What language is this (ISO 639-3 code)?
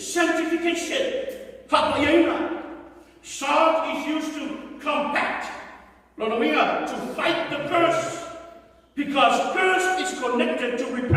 smo